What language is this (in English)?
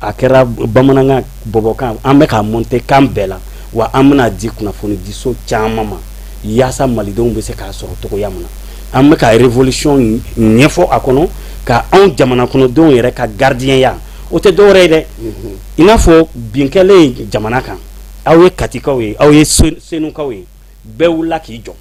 Bambara